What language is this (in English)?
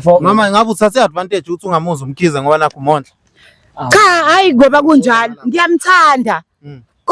Zulu